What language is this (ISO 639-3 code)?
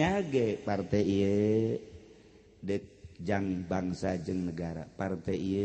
sun